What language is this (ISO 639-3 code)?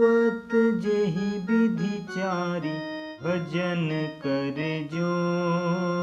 hne